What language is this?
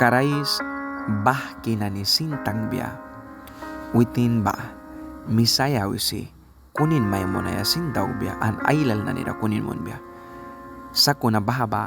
Mískito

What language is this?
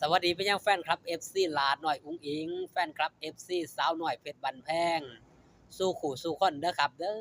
Lao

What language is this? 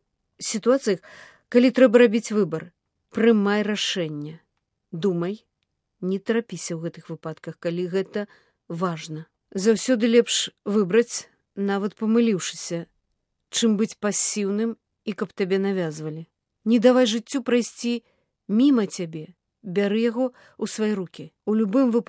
Belarusian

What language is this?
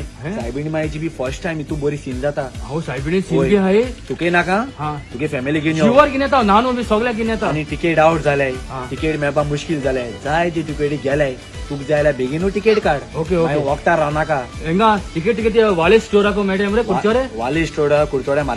Konkani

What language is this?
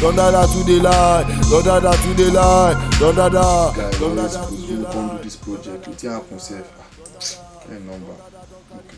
Nigerian Pidgin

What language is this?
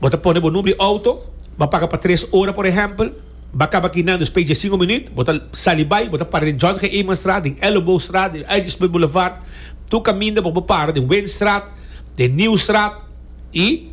Papiamento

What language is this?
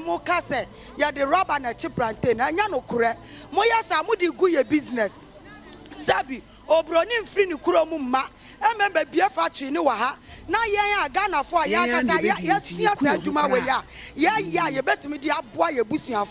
Akan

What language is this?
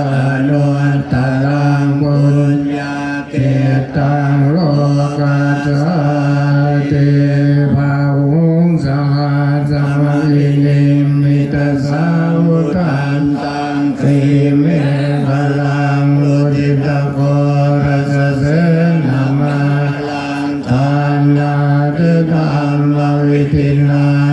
Pali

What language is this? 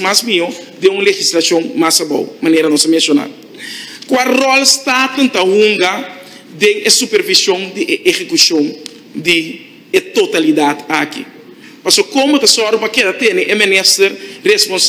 Papiamento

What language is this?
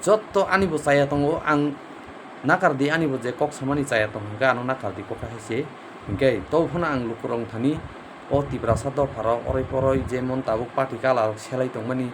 Kok Borok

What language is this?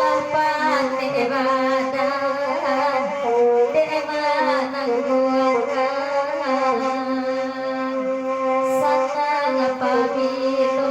Minangkabau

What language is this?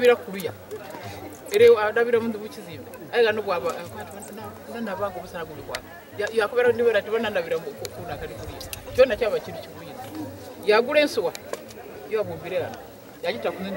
Soga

